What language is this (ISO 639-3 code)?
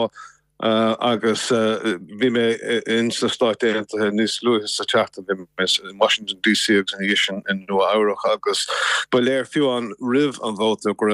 gle